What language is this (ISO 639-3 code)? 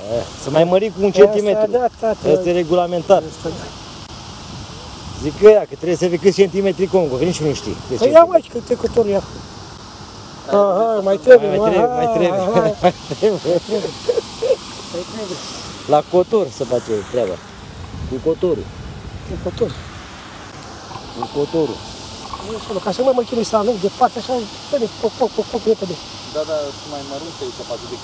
ron